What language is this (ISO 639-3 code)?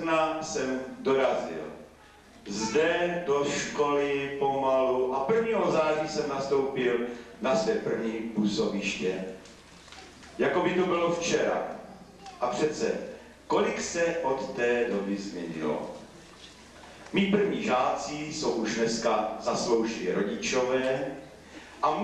ces